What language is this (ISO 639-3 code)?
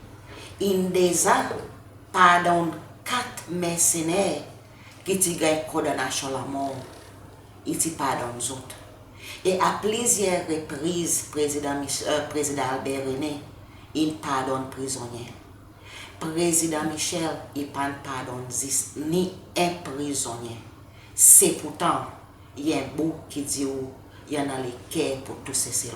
crs